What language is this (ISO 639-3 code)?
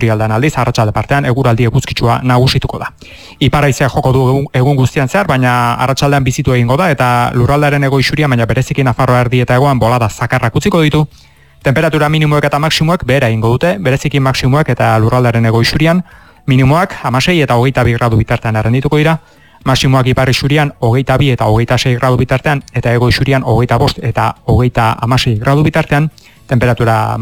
eus